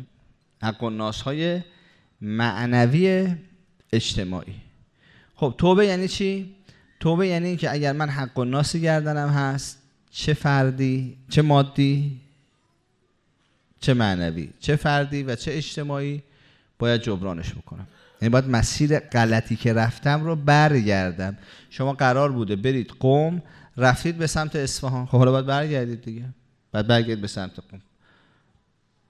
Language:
Persian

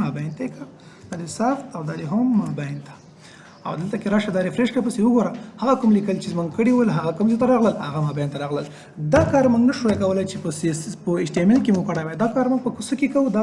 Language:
Pashto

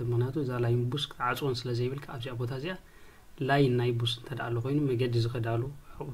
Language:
Tigrinya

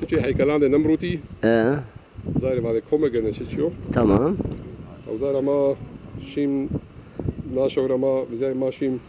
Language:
Zaza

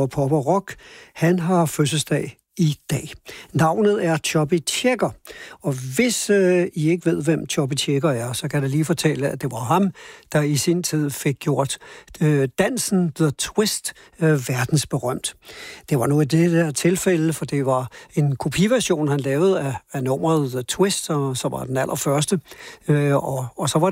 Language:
Danish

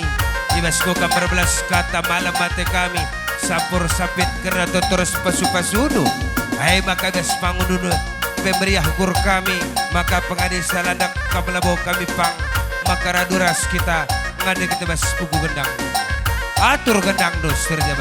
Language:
Batak Karo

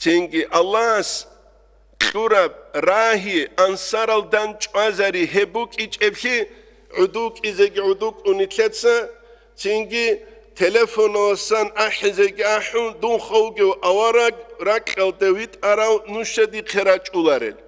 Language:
Avaric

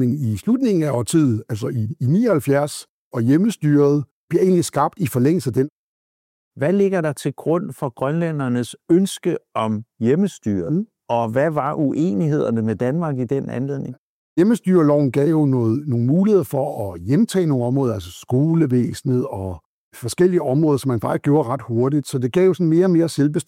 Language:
Danish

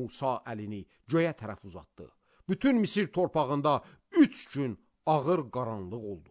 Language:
Azerbaijani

